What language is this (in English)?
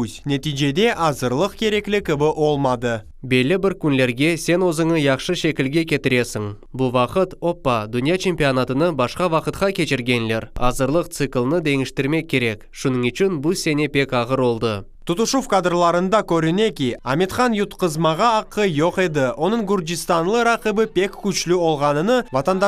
Crimean Tatar